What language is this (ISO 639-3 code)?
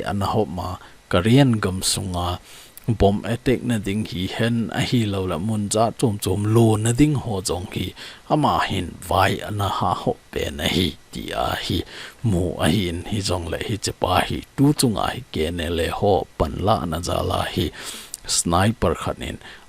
tcz